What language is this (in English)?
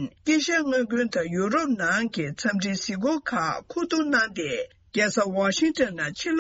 Tibetan